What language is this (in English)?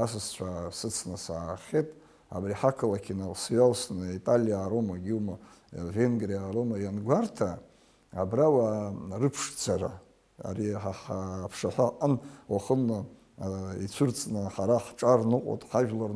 Abkhazian